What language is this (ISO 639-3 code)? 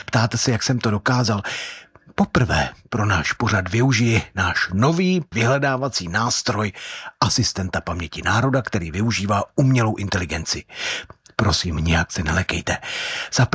ces